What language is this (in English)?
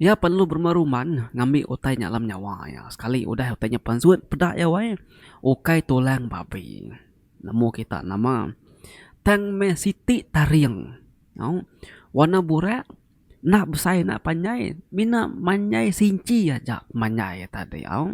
Iban